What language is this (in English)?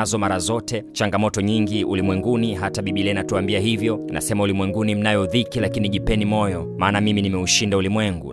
Swahili